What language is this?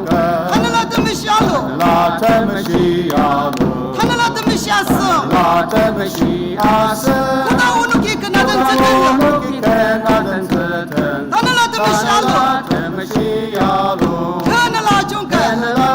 Ao Naga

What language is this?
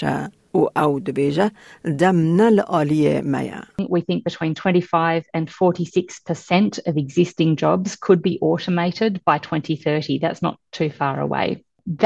Kurdish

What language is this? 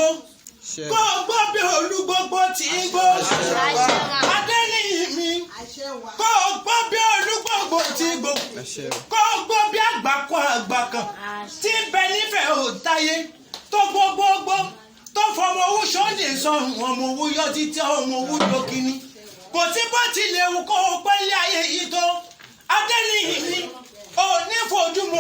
Yoruba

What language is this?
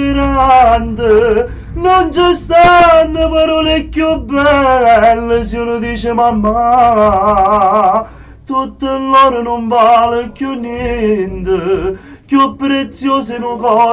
Neapolitan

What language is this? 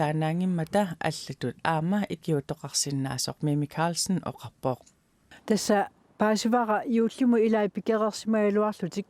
Kalaallisut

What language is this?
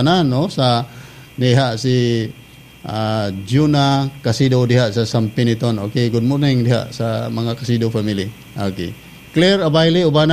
Cebuano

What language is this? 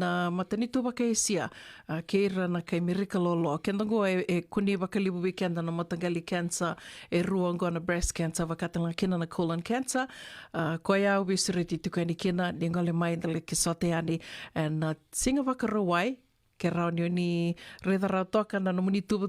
Fijian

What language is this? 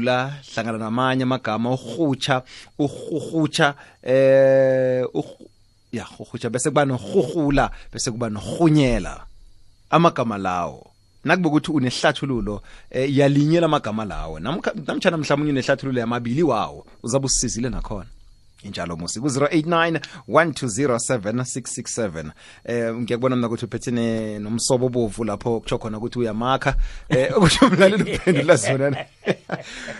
South Ndebele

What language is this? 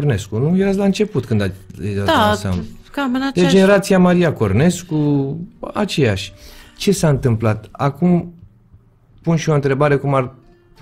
Romanian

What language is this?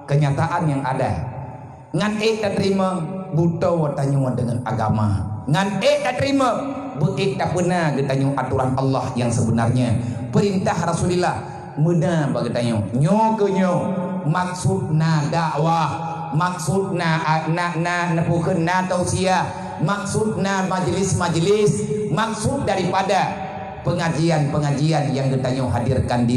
Achinese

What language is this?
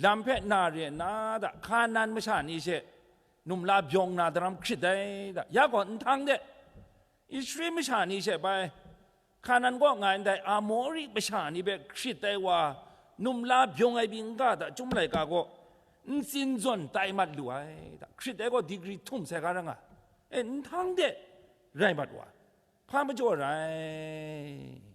Kachin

